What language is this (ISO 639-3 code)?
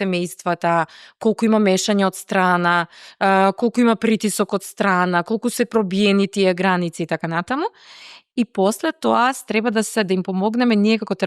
mkd